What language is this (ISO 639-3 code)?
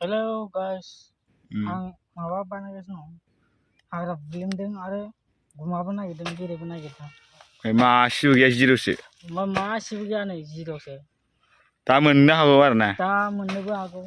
brx